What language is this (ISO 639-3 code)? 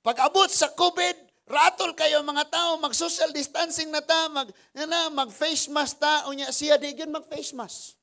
ceb